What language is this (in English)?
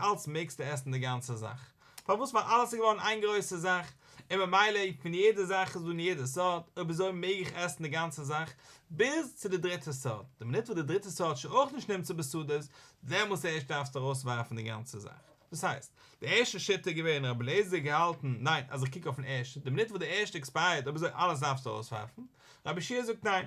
Yiddish